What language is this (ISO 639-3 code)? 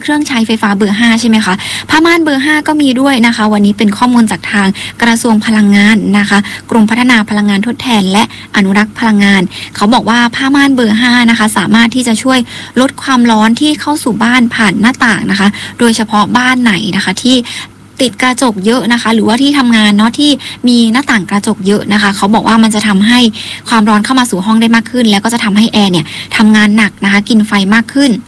tha